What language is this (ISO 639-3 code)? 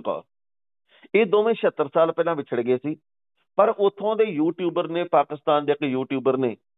pan